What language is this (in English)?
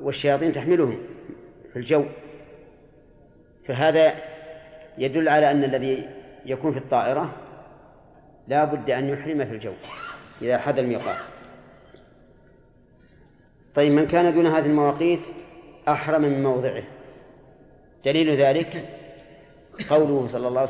Arabic